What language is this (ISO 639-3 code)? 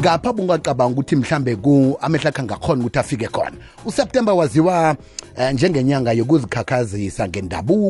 nbl